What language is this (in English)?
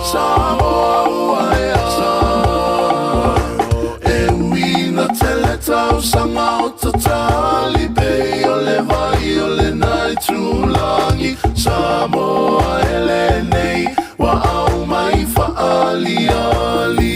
Samoan